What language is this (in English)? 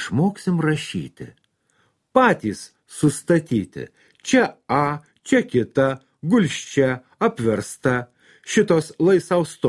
Lithuanian